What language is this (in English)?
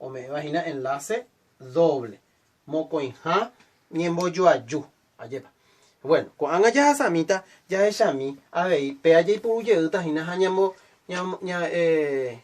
Guarani